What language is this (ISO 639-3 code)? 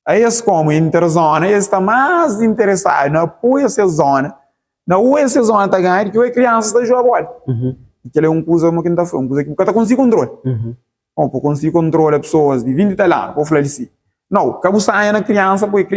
kea